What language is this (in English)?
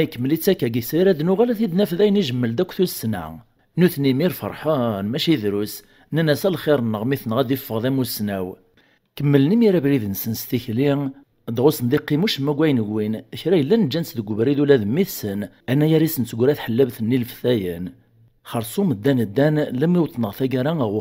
Kabyle